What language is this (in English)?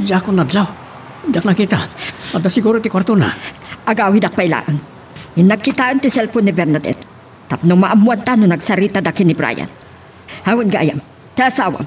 Iloko